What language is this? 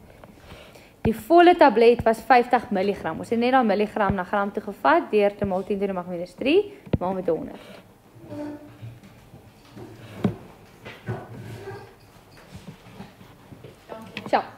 Afrikaans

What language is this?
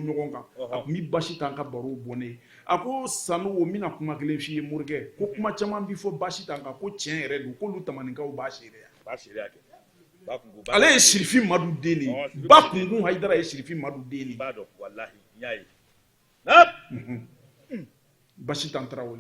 Bambara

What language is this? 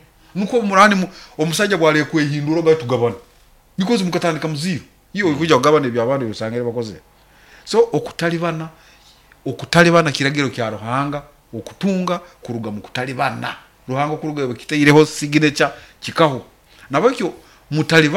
Nyoro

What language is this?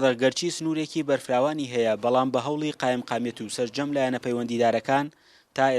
Central Kurdish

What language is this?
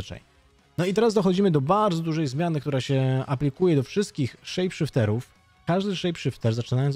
Polish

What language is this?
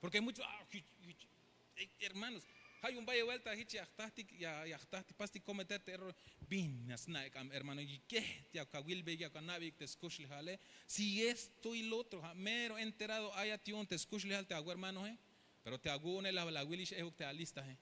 Tzeltal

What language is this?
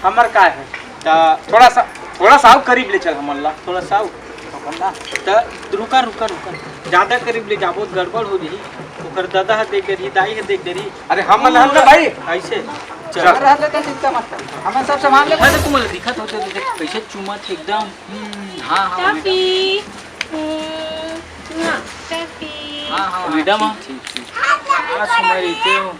Chhattisgarhi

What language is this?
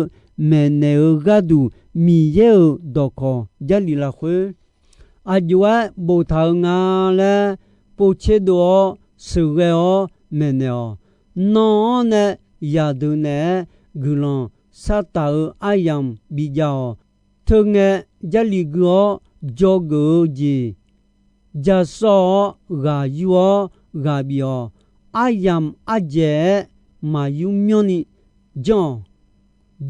Akha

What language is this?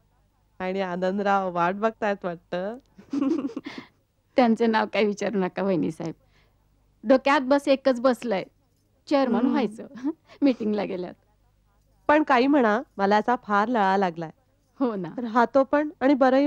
Marathi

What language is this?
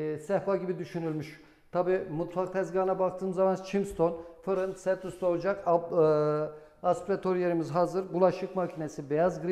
Turkish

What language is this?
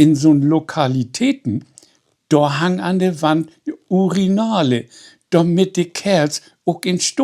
Low German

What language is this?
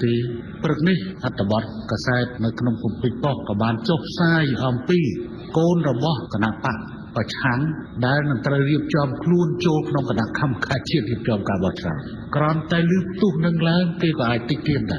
Khmer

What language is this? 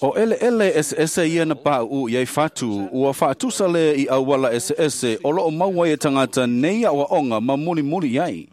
Samoan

